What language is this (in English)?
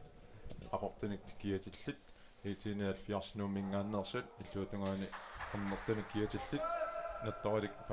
Kalaallisut